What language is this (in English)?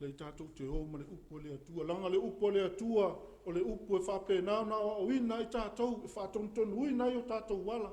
Samoan